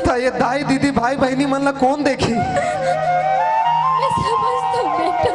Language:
Chhattisgarhi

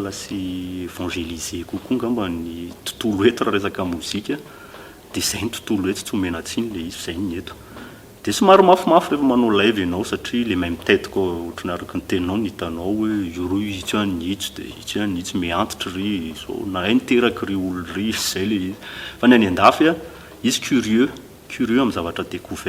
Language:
Malagasy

